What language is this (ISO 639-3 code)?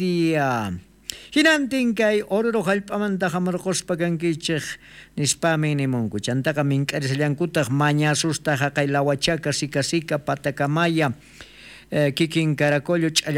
quh